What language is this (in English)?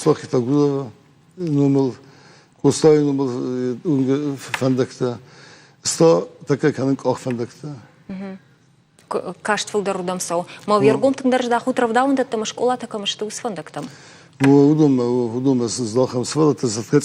Ossetic